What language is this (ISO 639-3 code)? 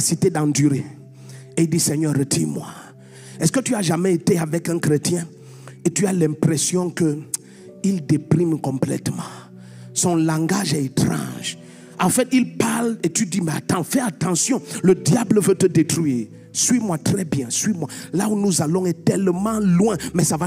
fra